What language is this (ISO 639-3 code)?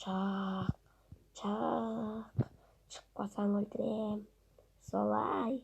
kaz